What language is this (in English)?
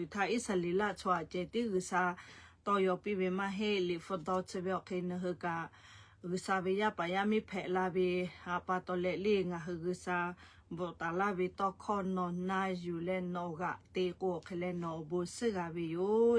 Lahu